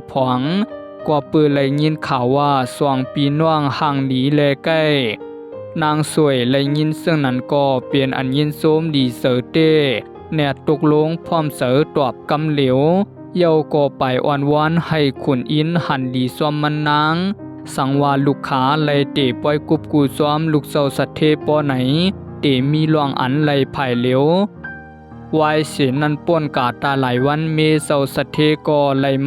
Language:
Shan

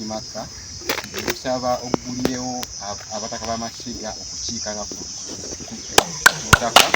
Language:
Ganda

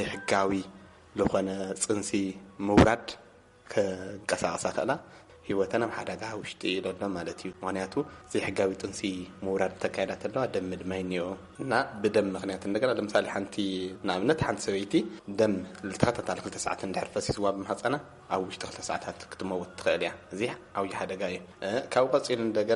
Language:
Tigrinya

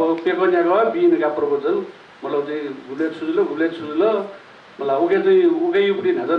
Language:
Newari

